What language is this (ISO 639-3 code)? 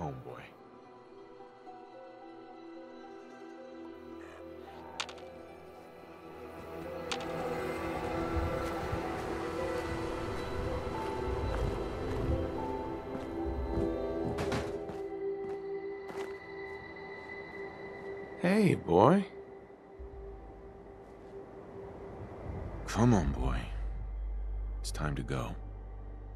eng